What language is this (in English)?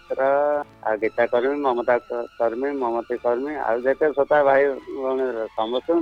Odia